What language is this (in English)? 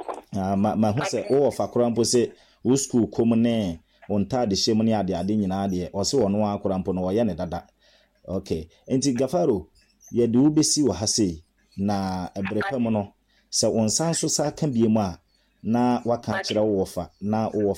Akan